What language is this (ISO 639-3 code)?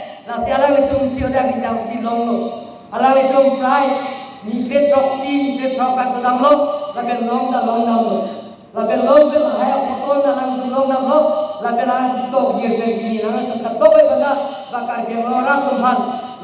mjw